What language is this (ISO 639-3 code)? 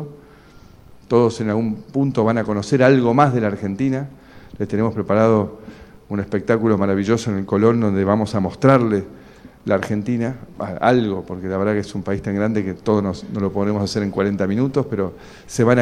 spa